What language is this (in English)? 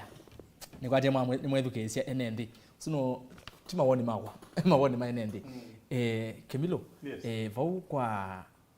Kamba